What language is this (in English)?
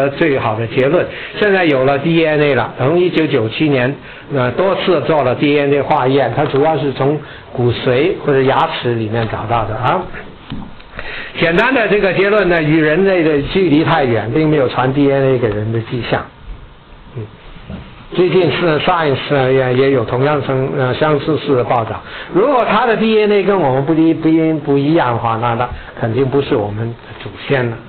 Chinese